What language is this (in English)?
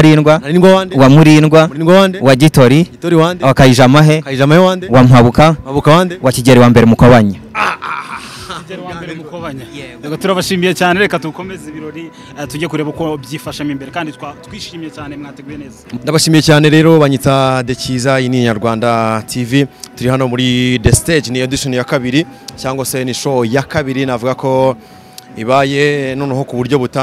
Kinyarwanda